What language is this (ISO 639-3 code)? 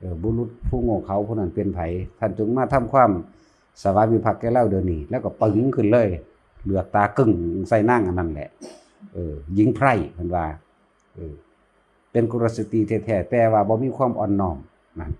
tts